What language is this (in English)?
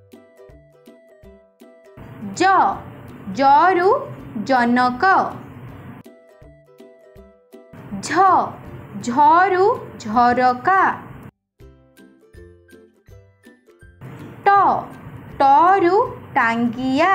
Odia